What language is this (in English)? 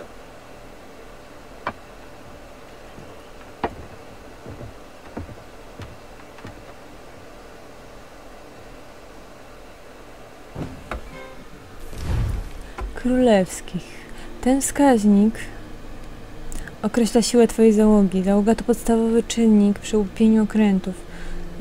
Polish